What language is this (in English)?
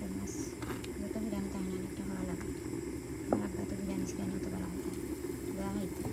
Sylheti